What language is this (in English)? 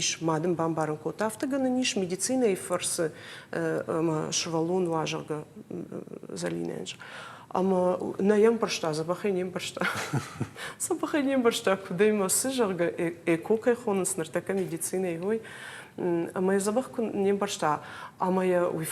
Ossetic